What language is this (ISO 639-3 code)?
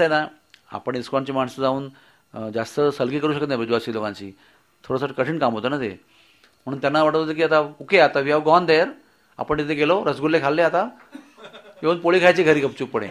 mar